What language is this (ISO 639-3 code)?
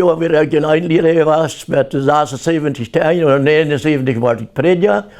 pdt